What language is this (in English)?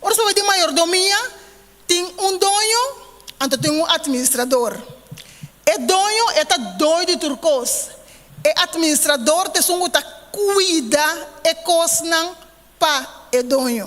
Papiamento